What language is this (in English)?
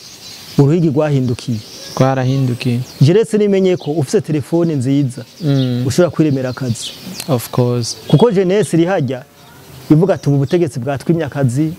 Rundi